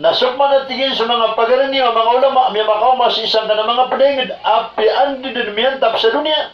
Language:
Maranao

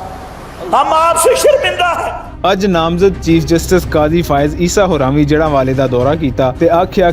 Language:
Western Panjabi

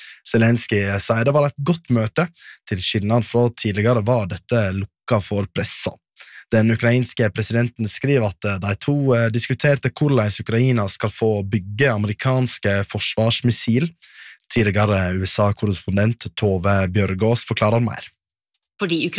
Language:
Norwegian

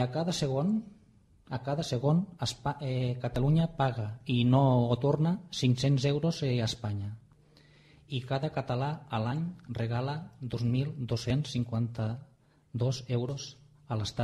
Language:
Catalan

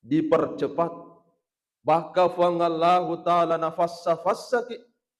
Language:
Buginese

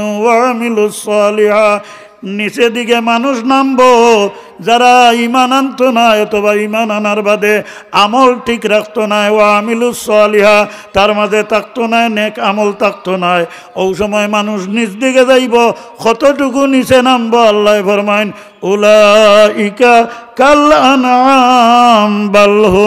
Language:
Sylheti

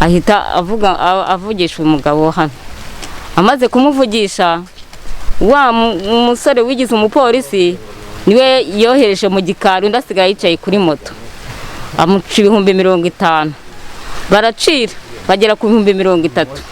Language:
Kinyarwanda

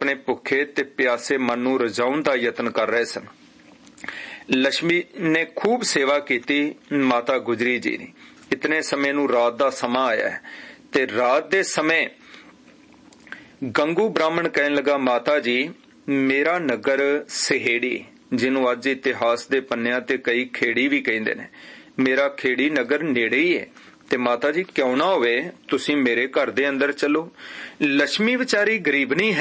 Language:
Punjabi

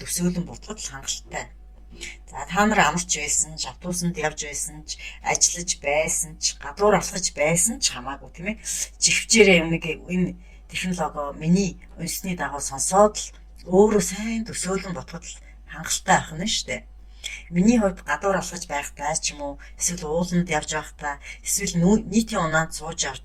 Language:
Mongolian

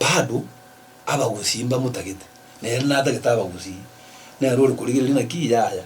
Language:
Gusii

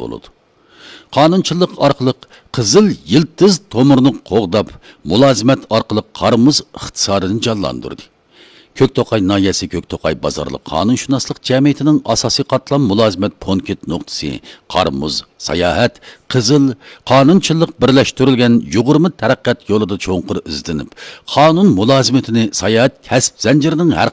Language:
Uyghur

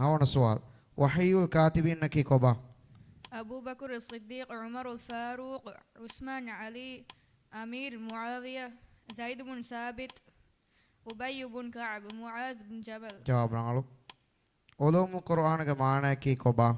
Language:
Divehi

